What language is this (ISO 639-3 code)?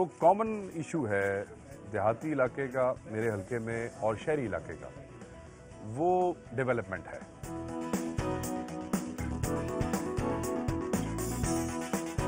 hin